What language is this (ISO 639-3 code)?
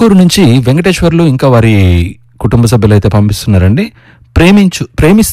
tel